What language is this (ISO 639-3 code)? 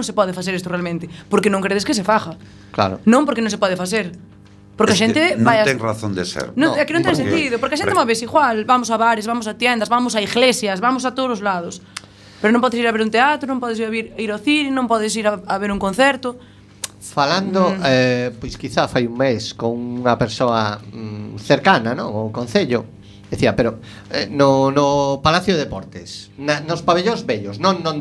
glg